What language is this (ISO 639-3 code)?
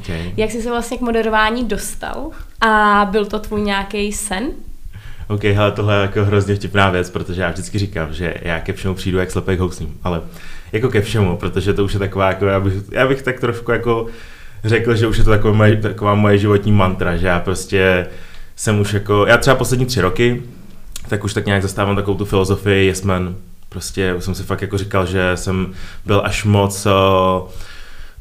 ces